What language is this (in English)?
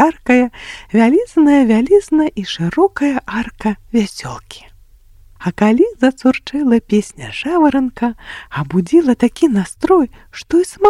Belarusian